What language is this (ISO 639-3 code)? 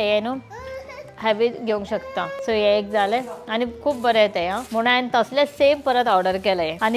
kok